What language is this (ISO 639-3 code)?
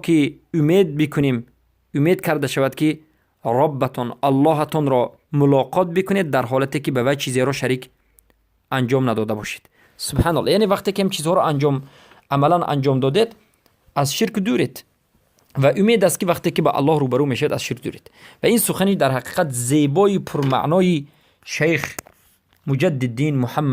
fas